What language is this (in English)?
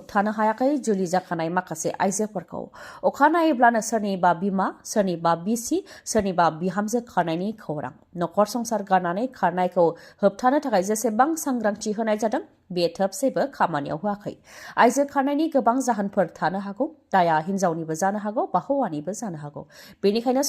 Bodo